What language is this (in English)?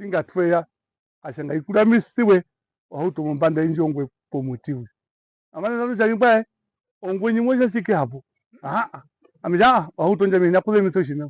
Herero